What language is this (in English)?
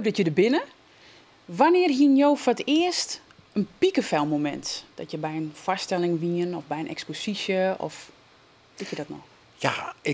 Western Frisian